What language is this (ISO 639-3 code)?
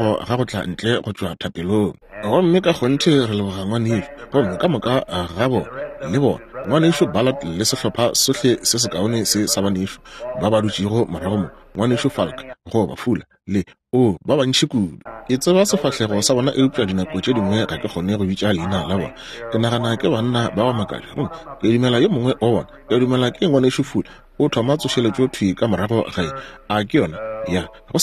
nso